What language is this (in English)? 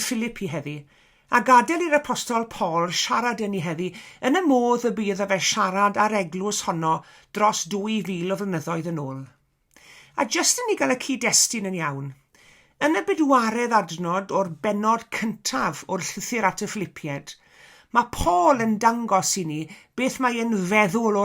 Welsh